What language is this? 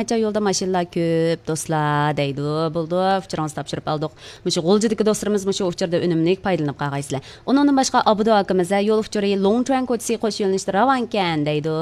Uyghur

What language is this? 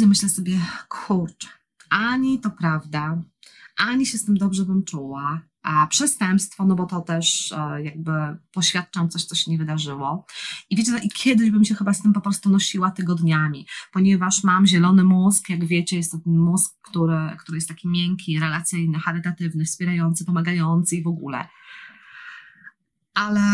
Polish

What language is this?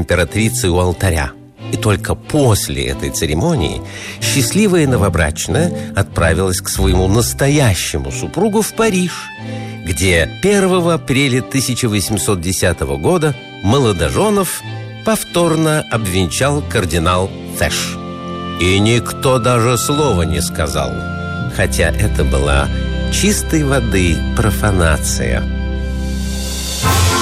Russian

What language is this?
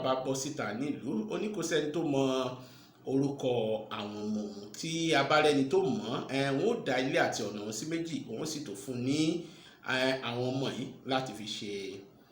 Yoruba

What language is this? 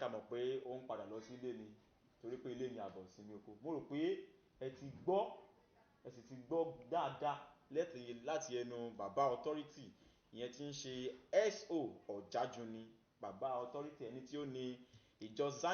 Yoruba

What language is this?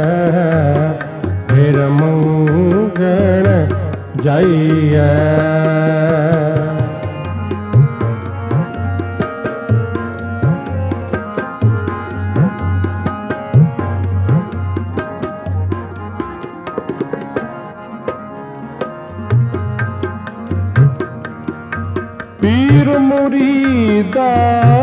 Punjabi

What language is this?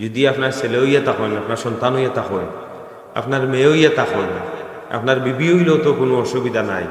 Sylheti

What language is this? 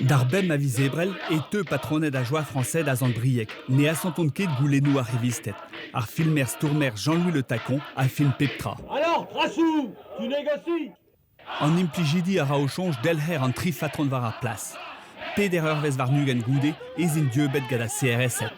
Breton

